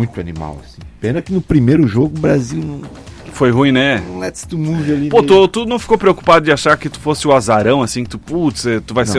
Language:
Portuguese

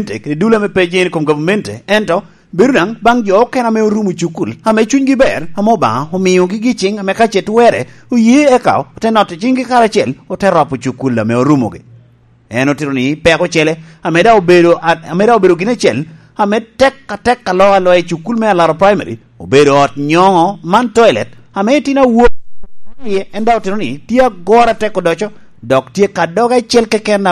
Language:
Lango (Uganda)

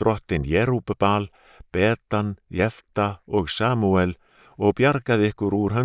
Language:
Icelandic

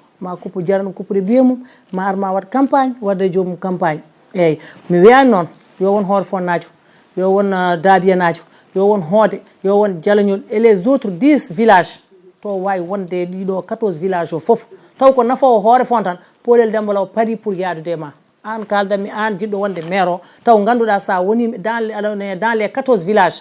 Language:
Fula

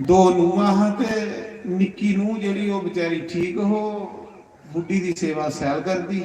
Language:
Dogri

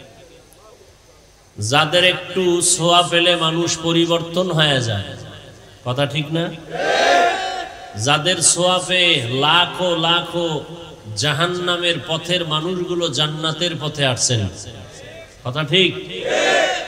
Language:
Bangla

